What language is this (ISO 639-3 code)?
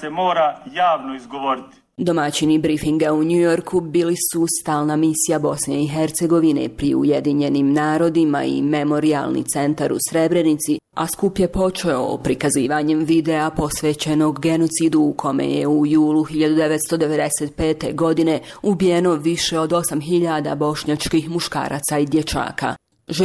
bos